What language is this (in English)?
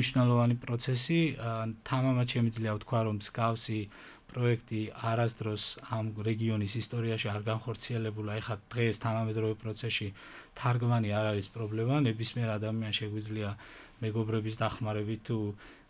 Georgian